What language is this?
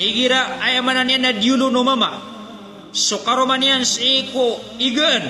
Maranao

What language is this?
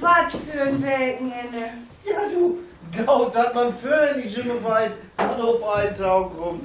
Low German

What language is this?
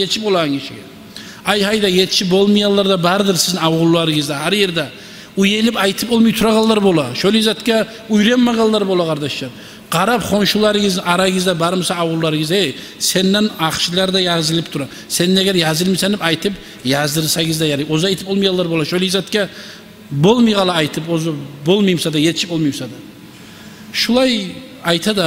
Kumyk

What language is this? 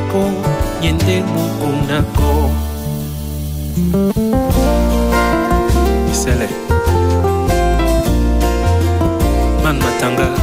Bulgarian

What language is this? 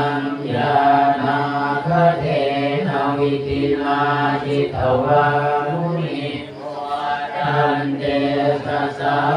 Pali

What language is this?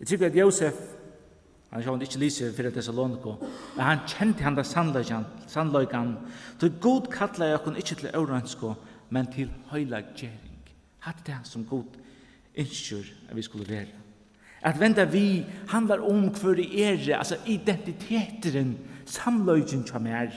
Faroese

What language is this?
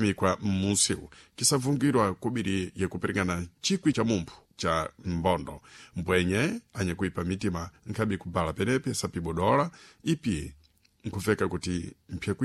Sena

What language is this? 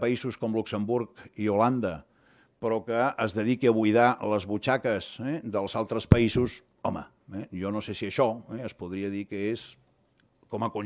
Catalan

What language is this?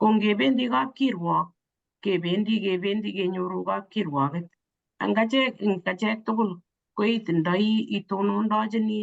Kalenjin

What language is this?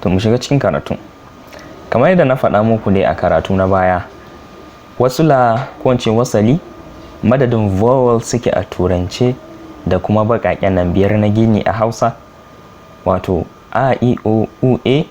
Hausa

